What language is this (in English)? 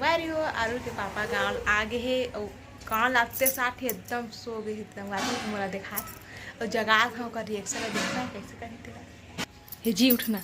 Chhattisgarhi